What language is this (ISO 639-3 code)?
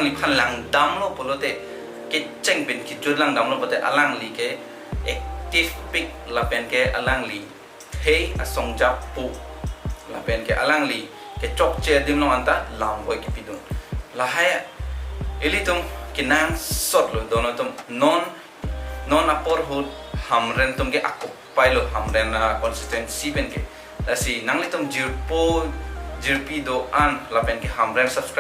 mjw